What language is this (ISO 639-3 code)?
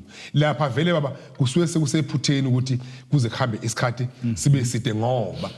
zul